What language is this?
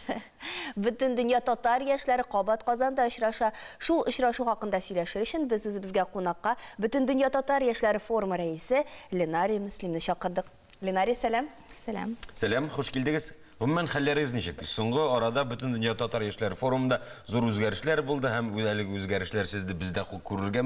Tatar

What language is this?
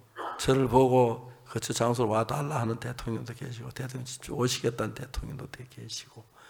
Korean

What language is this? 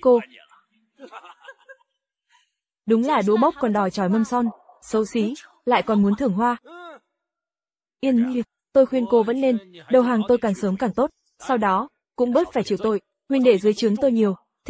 Vietnamese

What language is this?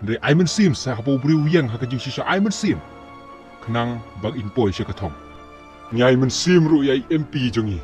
Khasi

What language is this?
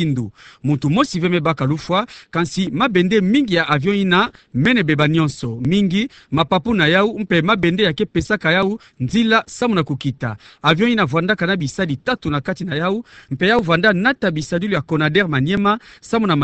Kituba (Democratic Republic of Congo)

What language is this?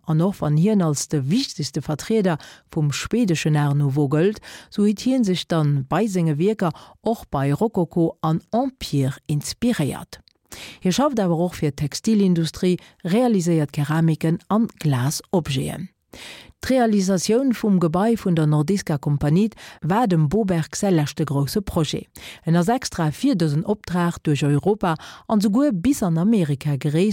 Luxembourgish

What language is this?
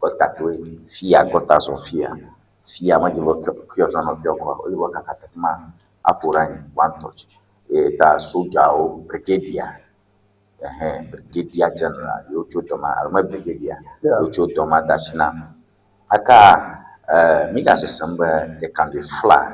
Ewe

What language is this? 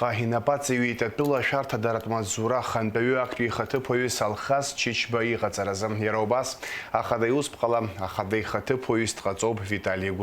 Abkhazian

